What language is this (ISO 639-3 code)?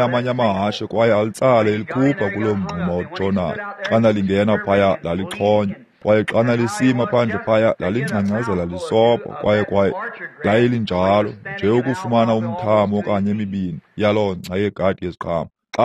xho